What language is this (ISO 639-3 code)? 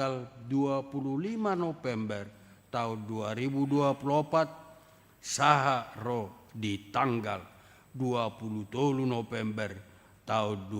bbc